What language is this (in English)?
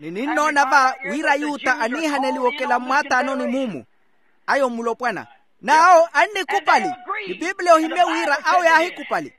Makhuwa